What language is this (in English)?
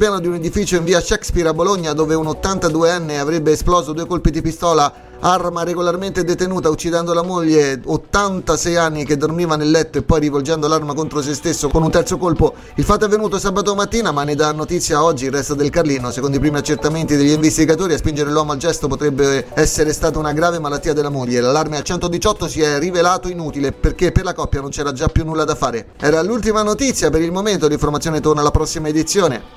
Italian